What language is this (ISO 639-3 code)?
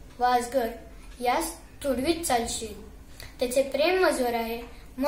mar